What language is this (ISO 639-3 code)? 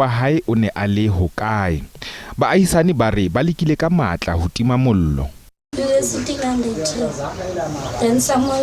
sot